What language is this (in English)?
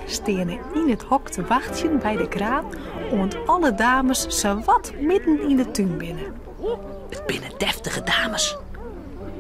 Western Frisian